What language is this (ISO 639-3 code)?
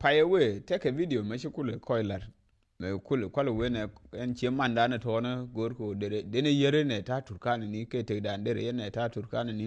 nus